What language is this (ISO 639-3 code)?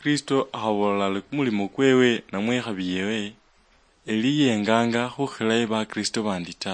luy